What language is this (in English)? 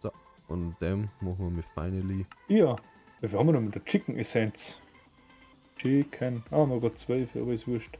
Bavarian